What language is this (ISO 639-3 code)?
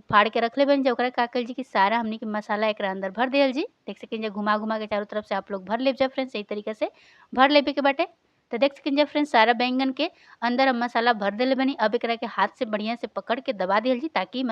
bho